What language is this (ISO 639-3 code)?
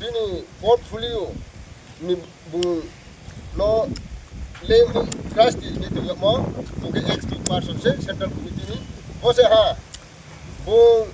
ria